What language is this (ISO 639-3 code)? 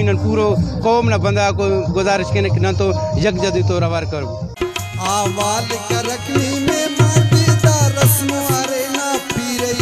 brh